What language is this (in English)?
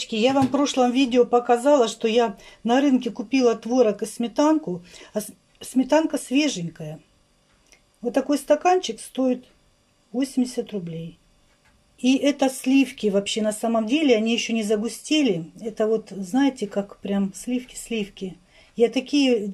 Russian